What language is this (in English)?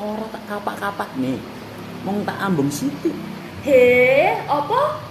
Javanese